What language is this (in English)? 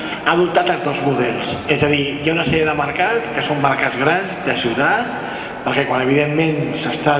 Catalan